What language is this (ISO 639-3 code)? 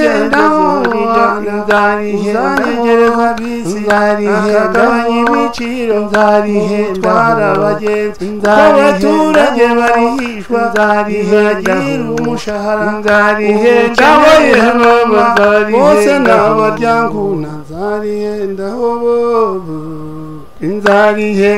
kin